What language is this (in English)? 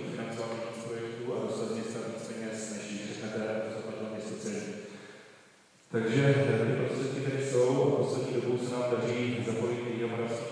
Czech